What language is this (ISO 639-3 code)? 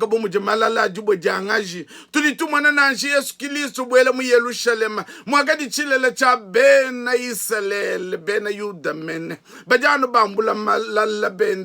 lua